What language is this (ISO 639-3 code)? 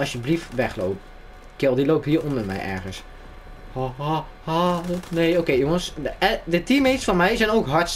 nld